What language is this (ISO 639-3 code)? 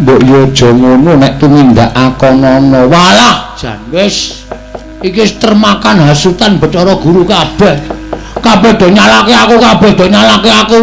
jav